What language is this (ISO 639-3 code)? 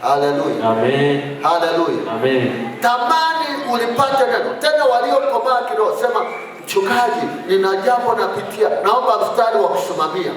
swa